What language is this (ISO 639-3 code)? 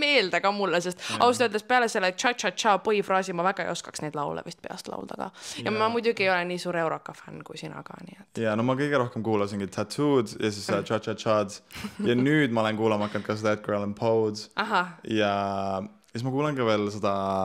est